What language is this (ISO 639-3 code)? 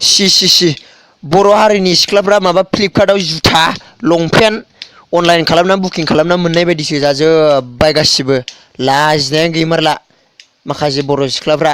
brx